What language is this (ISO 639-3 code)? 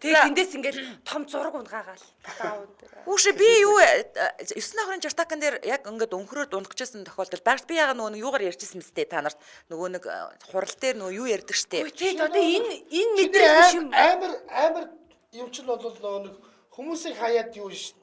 mon